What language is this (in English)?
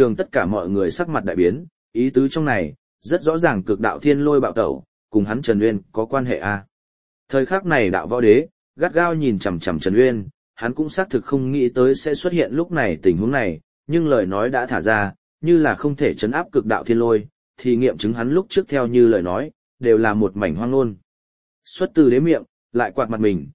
Vietnamese